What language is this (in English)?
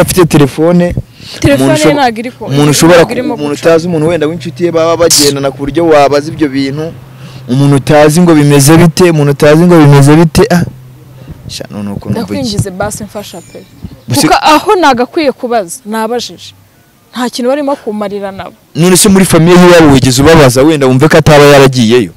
Kinyarwanda